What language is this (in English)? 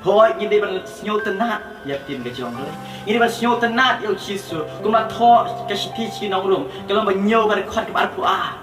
Khasi